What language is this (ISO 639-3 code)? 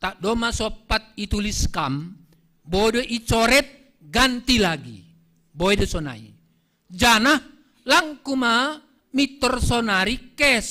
bts